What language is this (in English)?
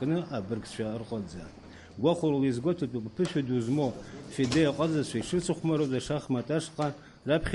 Abkhazian